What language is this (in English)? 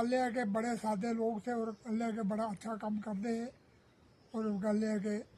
Dogri